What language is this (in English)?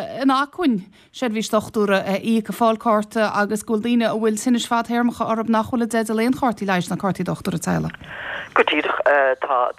Irish